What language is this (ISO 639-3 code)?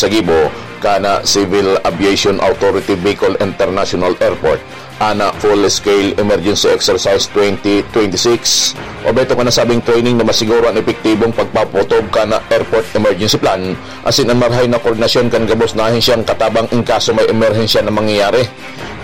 bik